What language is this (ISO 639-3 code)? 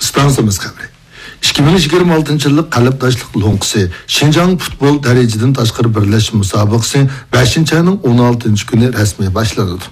uig